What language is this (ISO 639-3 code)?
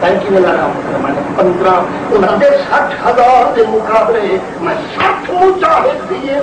skr